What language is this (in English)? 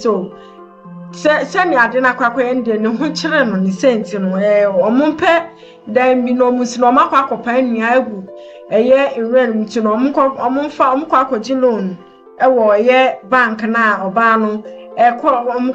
Akan